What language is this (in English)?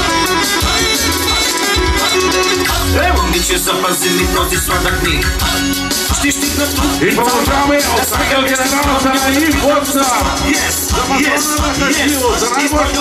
Bulgarian